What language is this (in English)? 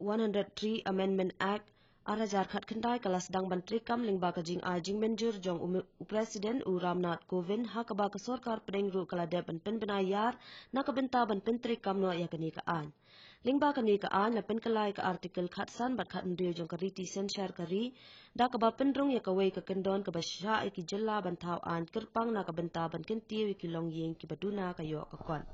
Khasi